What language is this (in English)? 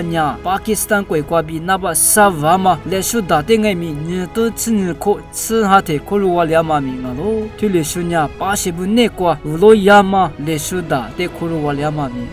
Lisu